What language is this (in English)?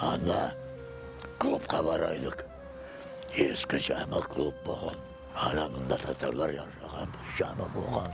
Crimean Tatar